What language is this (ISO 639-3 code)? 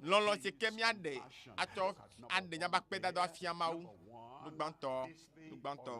ewe